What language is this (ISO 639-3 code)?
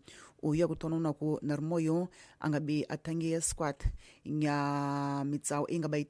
tso